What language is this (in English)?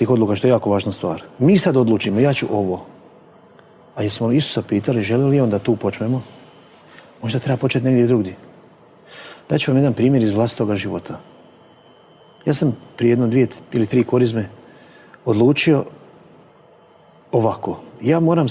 Croatian